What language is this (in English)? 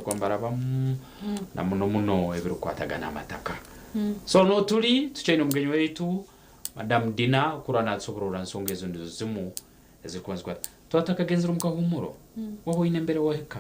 Nyankole